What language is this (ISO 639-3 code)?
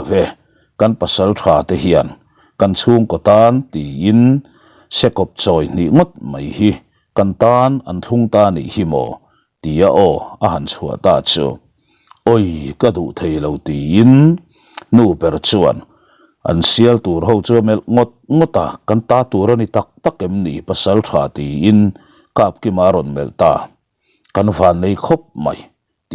lus